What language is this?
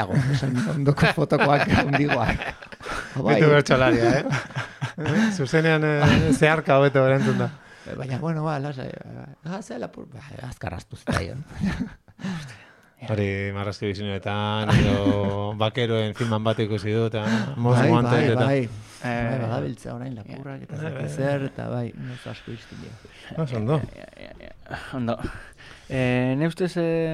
Basque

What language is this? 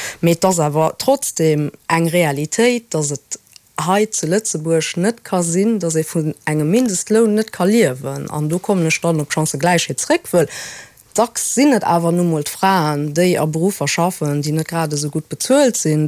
Luxembourgish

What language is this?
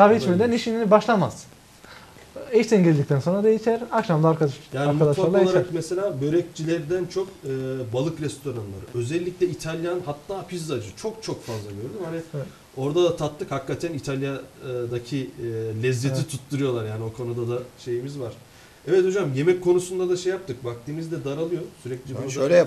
Turkish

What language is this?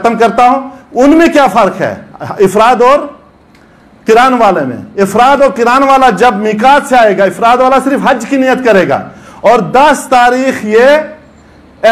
Urdu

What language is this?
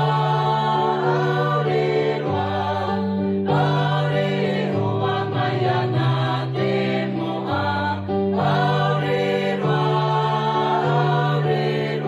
Tahitian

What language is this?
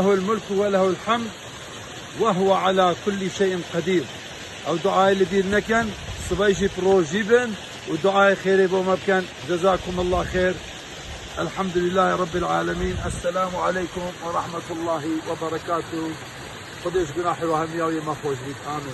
Kurdish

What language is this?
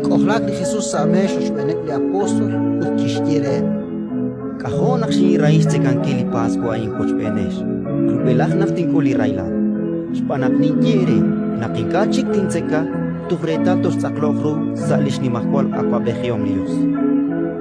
Kekchí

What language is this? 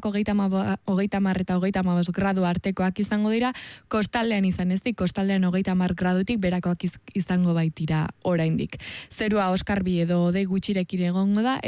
Basque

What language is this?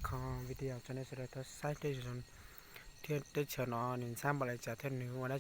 Hmong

